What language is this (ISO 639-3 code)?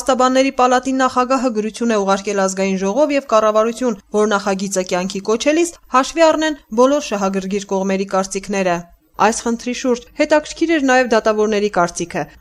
hye